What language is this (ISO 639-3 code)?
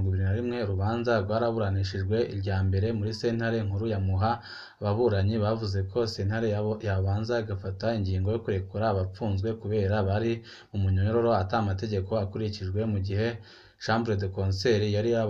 run